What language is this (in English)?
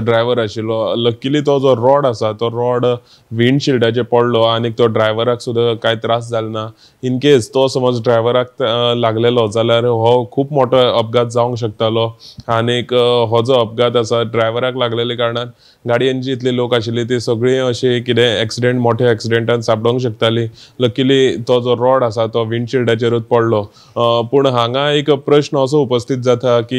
Konkani